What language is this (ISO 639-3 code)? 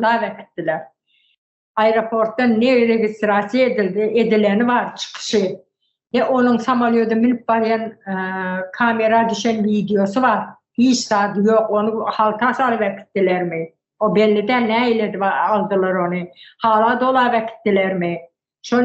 tuk